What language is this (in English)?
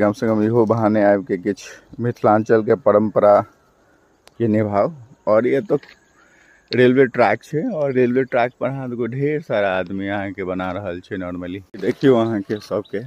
Maithili